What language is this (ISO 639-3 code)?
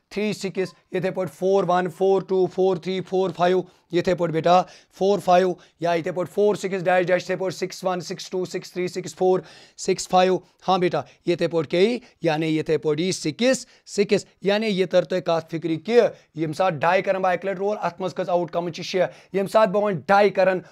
kas